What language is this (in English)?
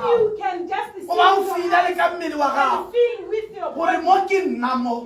Tswana